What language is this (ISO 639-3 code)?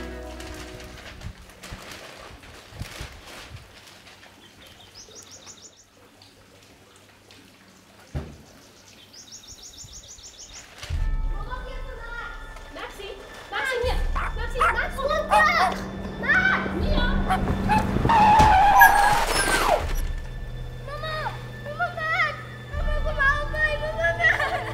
afr